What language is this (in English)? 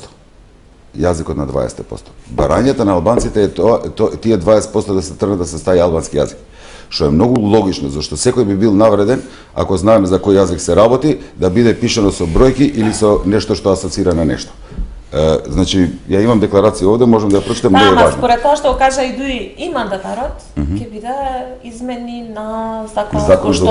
Macedonian